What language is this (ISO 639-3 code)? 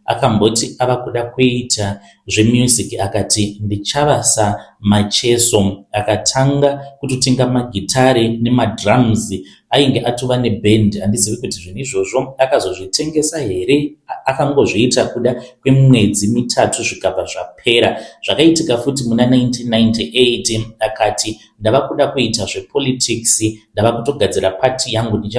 sna